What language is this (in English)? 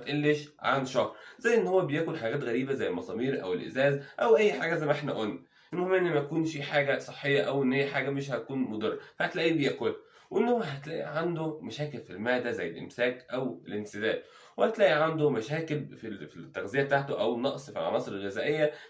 Egyptian Arabic